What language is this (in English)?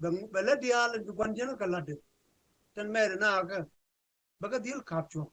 Nuer